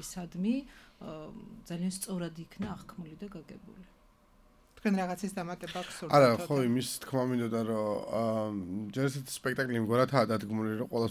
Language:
Georgian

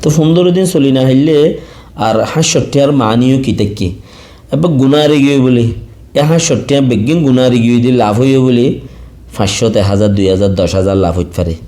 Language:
Rohingya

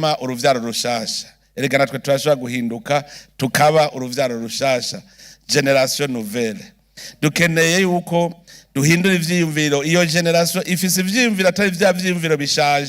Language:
Rundi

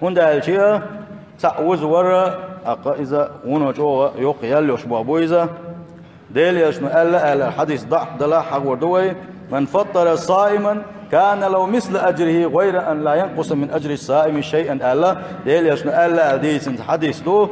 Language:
Chechen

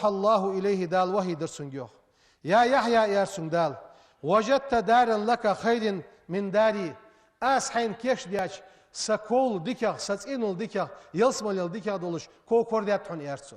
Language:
Ingush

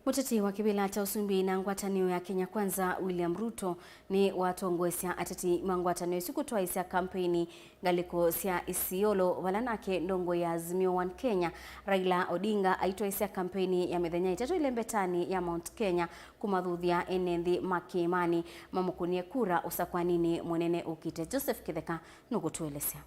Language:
Kamba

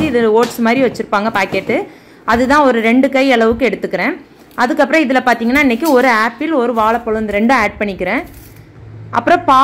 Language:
Tamil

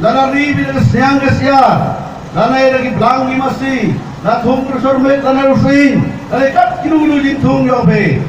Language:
Khasi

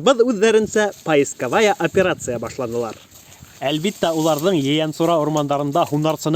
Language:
Bashkir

